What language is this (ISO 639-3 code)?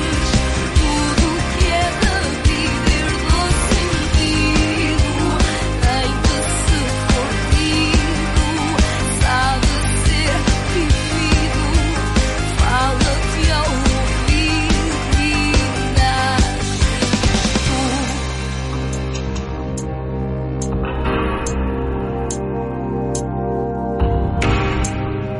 por